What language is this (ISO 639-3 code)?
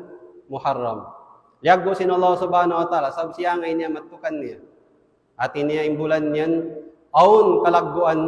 tsg